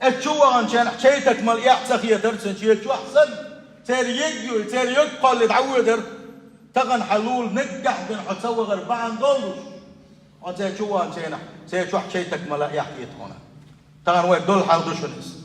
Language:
Chechen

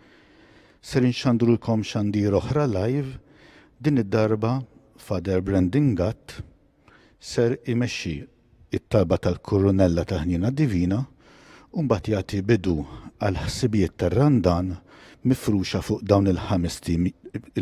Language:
Maltese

